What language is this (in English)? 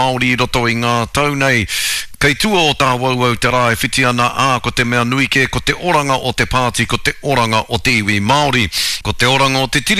Māori